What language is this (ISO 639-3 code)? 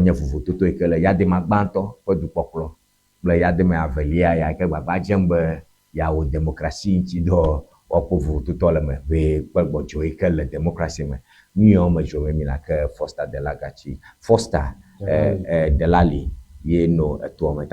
ewe